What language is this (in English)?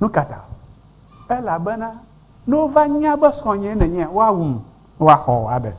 Ewe